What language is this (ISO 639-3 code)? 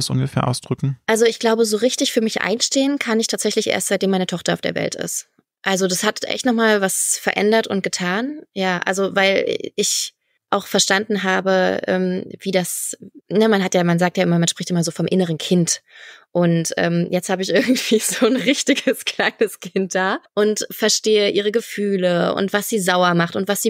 deu